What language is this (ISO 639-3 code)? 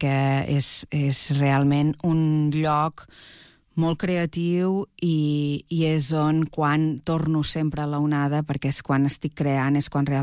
cat